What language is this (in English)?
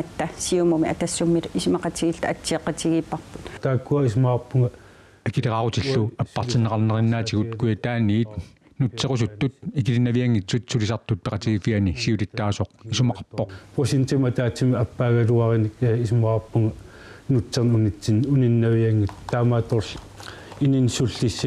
Kalaallisut